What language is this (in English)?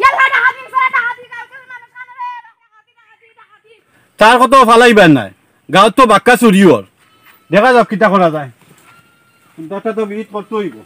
Sylheti